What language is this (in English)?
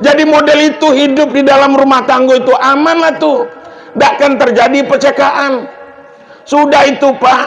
Minangkabau